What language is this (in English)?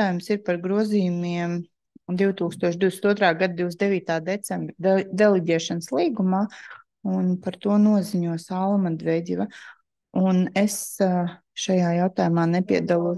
Latvian